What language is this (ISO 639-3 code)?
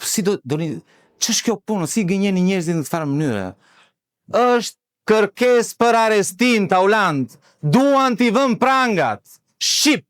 sqi